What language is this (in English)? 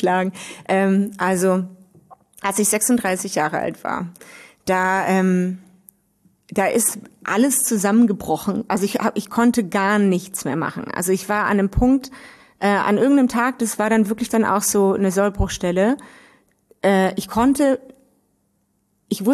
German